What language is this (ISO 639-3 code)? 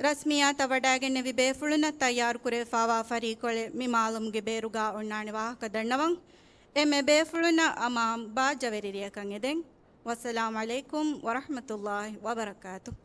div